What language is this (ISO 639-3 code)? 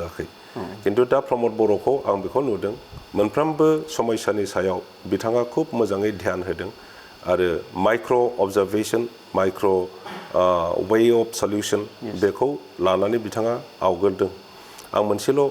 brx